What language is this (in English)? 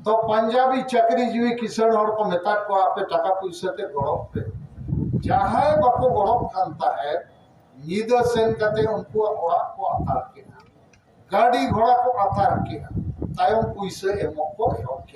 Santali